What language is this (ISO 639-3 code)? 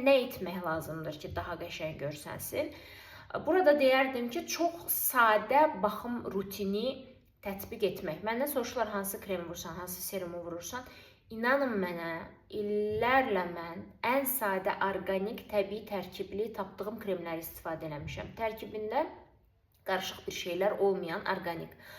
aze